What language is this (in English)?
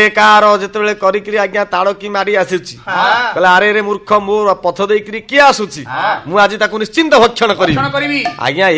Odia